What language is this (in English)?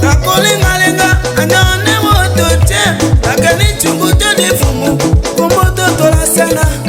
Tetela